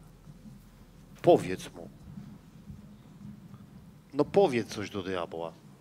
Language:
Polish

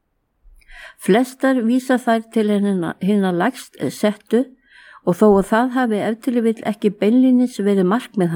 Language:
Icelandic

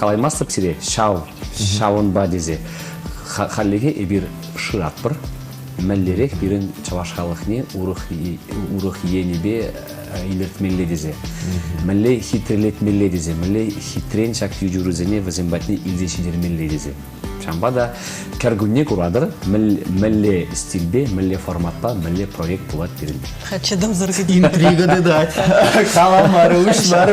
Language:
Chuvash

